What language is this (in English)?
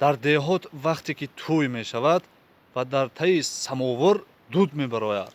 Tajik